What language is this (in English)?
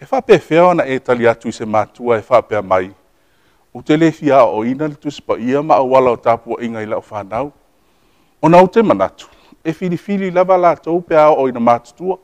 Samoan